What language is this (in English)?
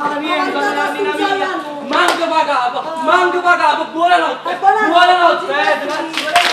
Neapolitan